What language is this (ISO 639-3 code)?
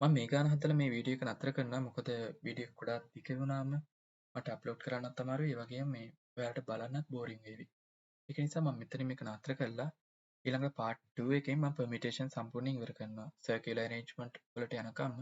sin